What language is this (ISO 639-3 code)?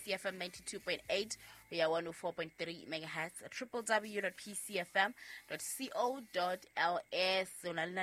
sot